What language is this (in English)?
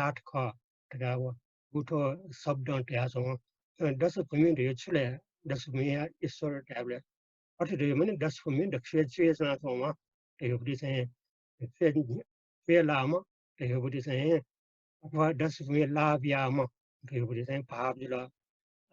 Newari